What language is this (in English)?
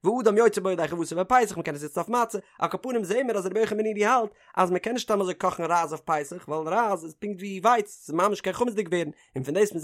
Yiddish